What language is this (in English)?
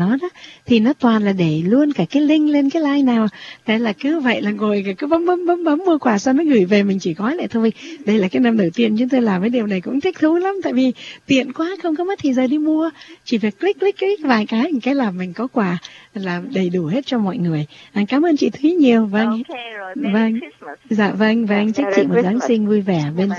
Vietnamese